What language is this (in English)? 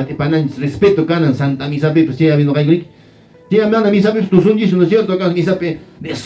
Quechua